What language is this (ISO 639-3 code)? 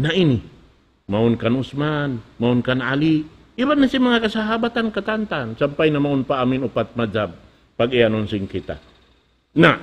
tsg